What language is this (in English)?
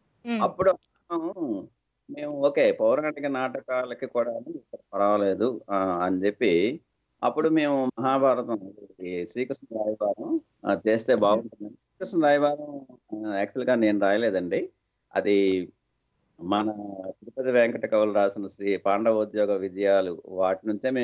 Telugu